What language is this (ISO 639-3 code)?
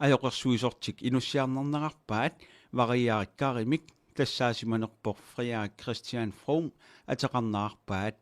kal